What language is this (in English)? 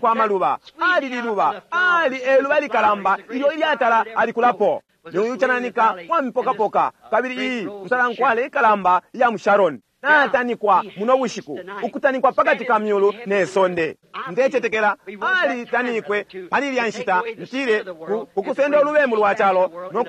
Bemba